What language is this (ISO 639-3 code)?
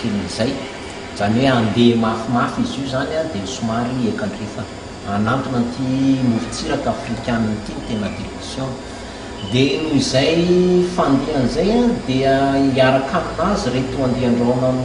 mlg